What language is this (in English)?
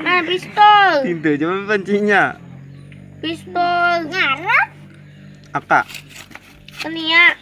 Banjar